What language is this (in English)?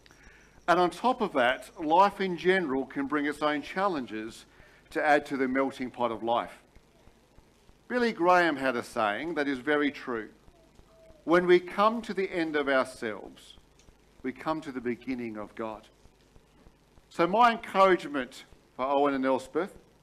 English